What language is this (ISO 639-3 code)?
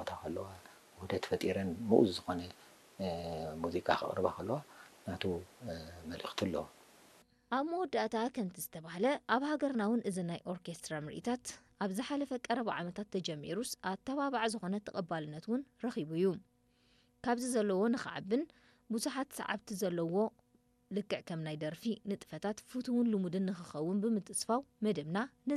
tir